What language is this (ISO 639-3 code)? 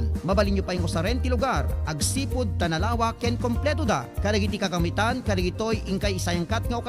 ilo